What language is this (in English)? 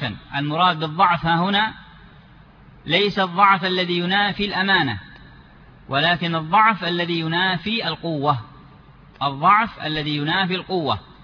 Arabic